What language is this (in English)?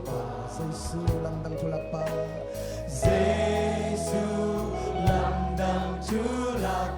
Tedim Chin